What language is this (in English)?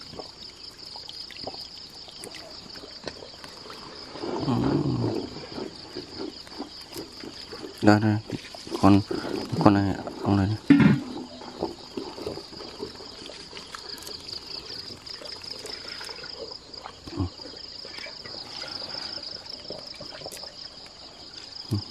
Vietnamese